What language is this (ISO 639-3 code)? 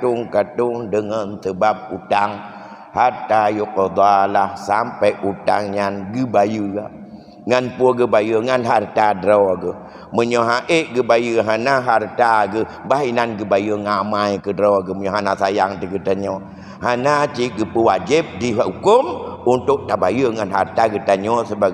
ace